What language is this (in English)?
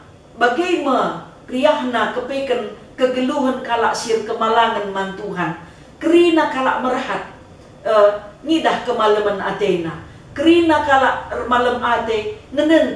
Batak Karo